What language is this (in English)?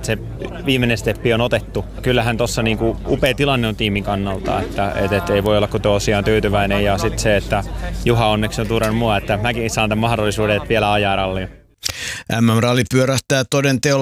Finnish